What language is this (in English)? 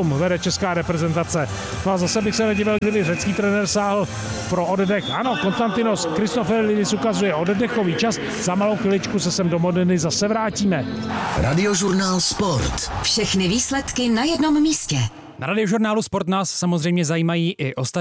Czech